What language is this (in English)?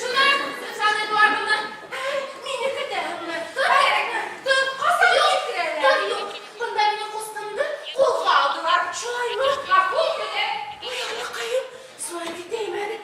Bashkir